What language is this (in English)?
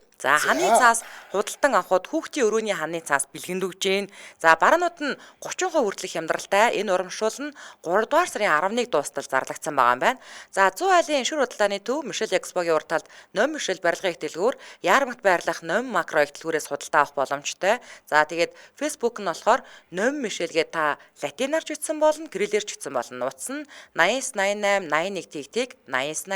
Mongolian